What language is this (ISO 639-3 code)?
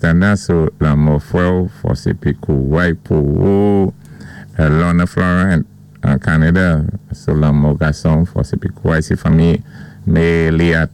acf